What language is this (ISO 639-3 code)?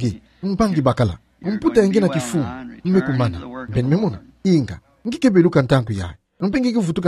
ktu